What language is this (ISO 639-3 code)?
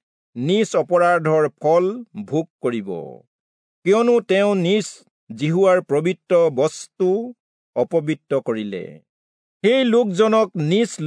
asm